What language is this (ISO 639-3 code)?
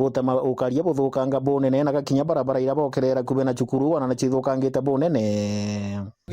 mer